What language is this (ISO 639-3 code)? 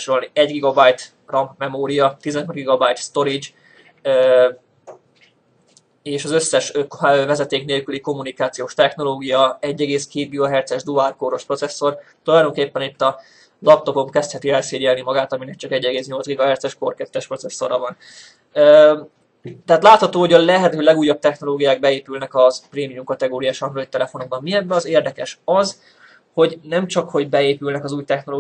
hun